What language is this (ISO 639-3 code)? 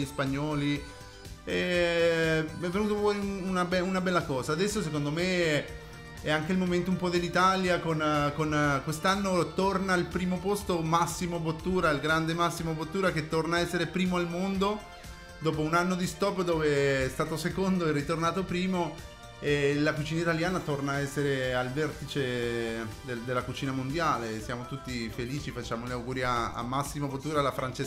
ita